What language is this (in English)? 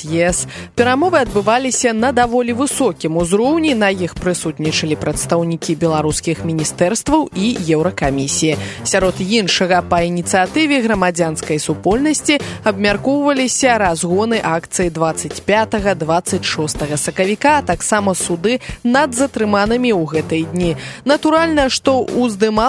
Belarusian